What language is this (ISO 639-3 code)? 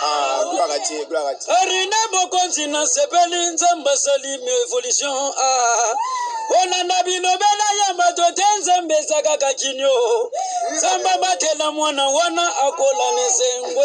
lin